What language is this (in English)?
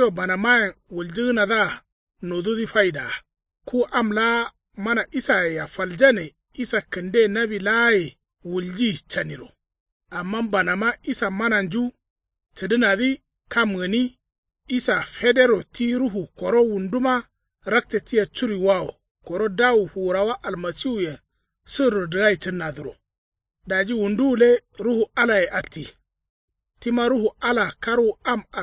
Kanuri